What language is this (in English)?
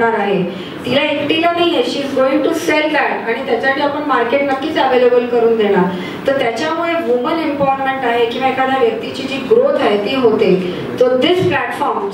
Marathi